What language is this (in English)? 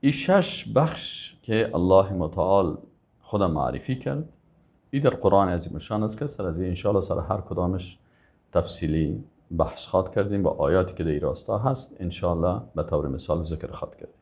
Persian